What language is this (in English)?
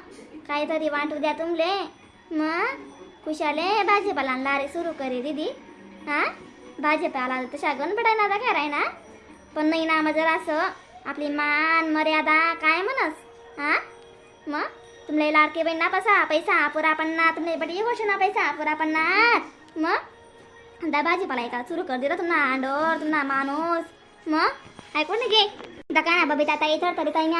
Khandesi